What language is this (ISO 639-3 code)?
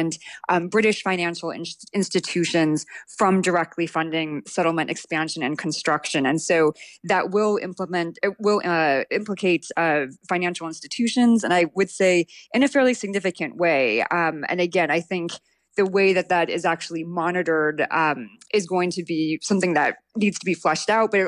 eng